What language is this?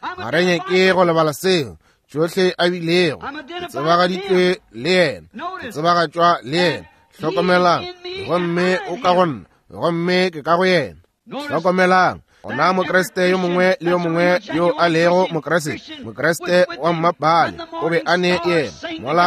Northern Sotho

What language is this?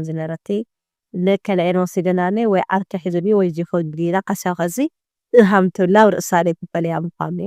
Tigrinya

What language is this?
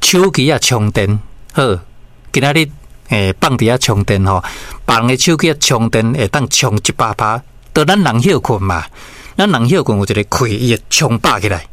Min Nan Chinese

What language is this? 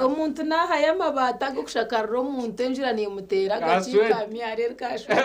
Nyankole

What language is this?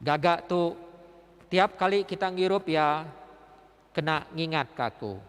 Iban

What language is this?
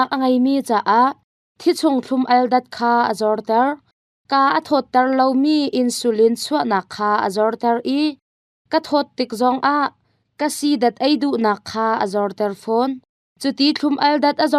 Hakha Chin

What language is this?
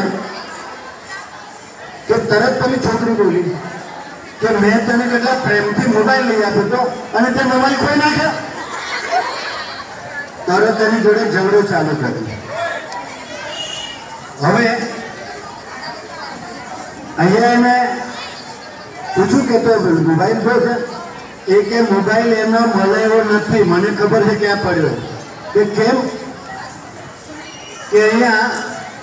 Gujarati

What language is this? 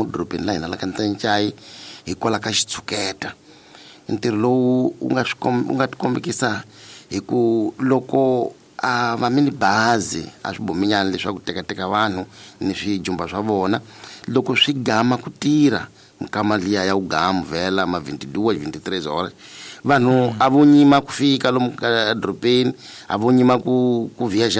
Tsonga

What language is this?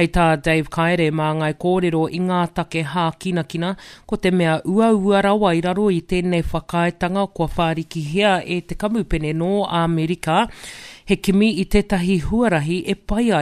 Māori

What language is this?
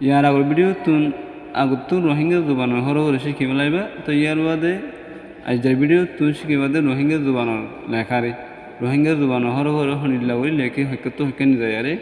Rohingya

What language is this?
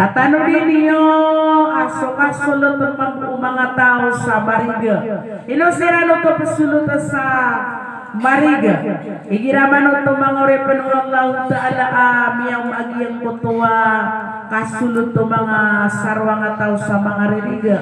Maranao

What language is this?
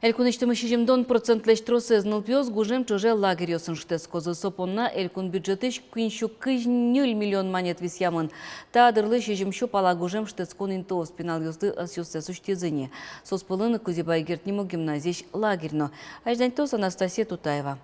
Udmurt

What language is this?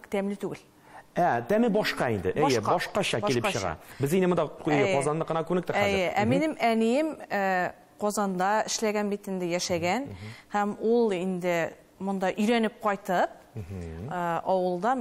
Tatar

